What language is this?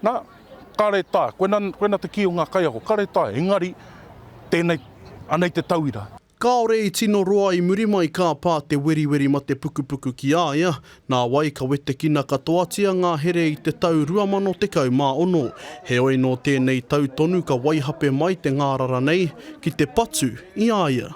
Māori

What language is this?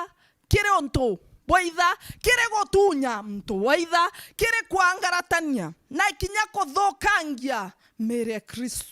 Meru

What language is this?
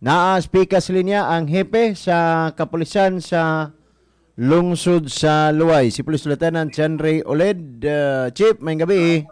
Cebuano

